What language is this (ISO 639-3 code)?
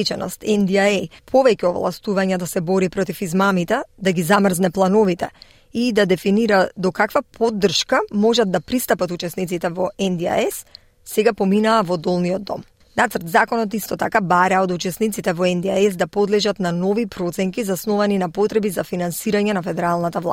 mkd